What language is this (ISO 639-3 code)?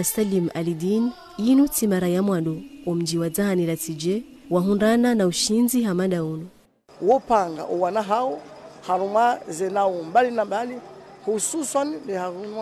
zdj